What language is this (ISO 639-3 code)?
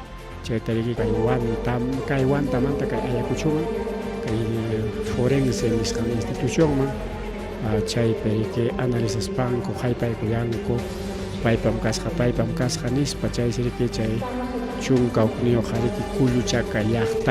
quy